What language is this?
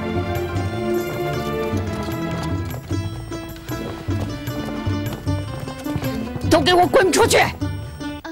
Chinese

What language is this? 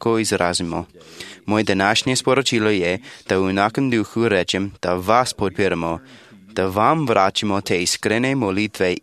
Slovenian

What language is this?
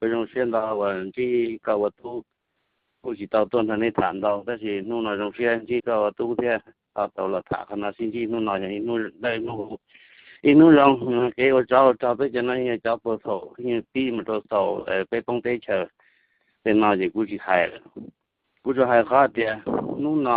Hmong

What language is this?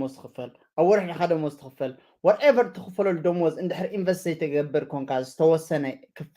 Tigrinya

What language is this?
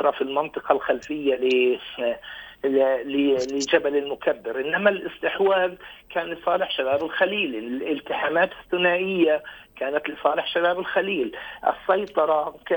North Levantine Arabic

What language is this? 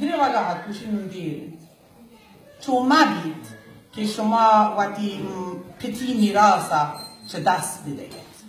Baluchi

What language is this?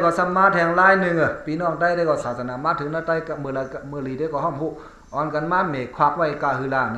Shan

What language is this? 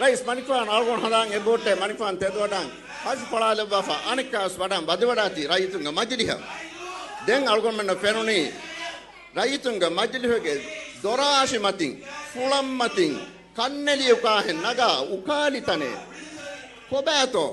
Divehi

